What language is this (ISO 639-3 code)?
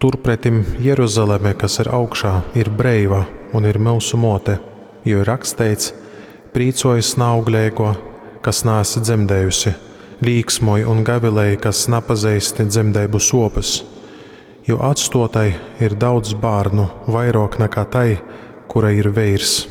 ltg